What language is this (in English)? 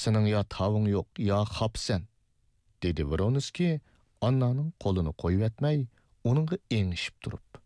Uyghur